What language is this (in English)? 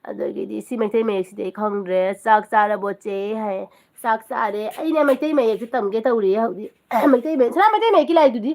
Manipuri